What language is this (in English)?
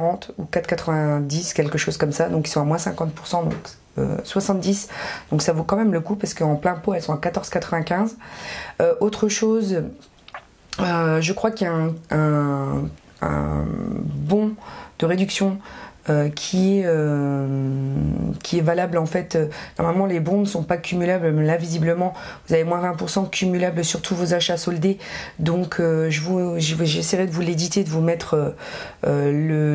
French